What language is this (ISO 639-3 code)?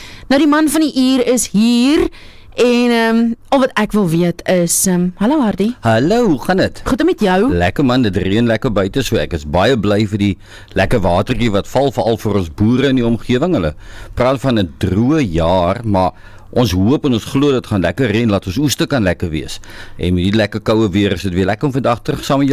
afr